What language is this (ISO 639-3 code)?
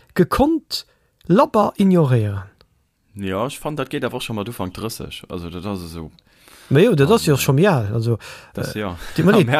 ltz